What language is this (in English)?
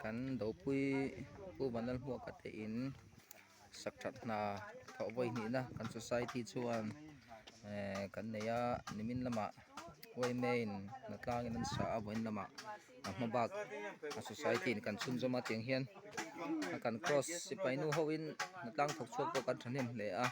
Mizo